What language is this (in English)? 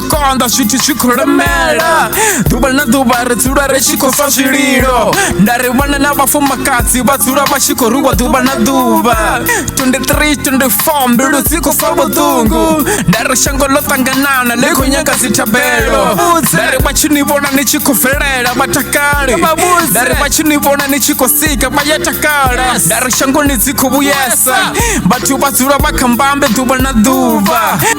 Venda